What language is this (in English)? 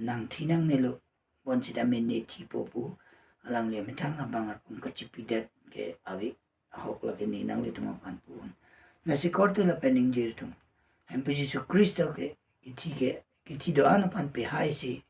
Karbi